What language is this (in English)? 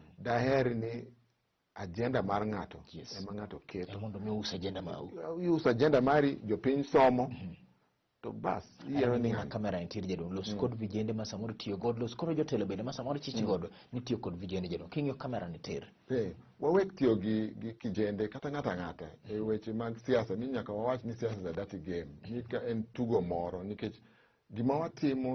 Luo (Kenya and Tanzania)